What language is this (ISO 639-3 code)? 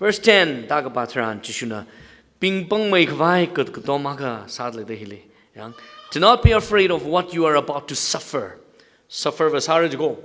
nmf